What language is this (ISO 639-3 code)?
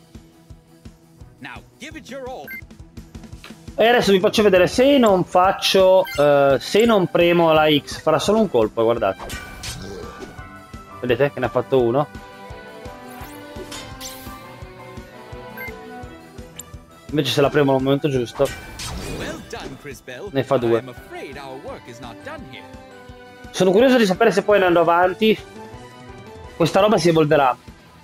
ita